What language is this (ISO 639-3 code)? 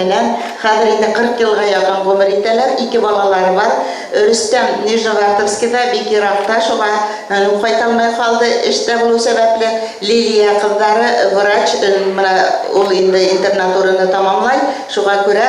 bak